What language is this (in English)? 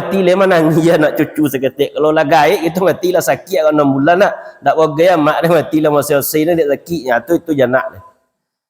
Minangkabau